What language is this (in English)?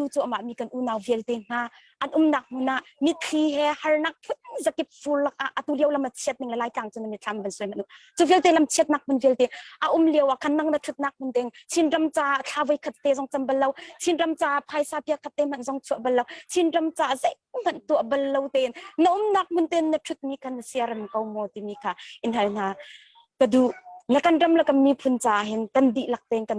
Hakha Chin